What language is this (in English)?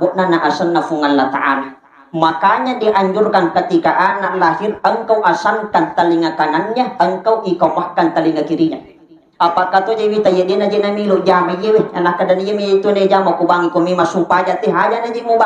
Buginese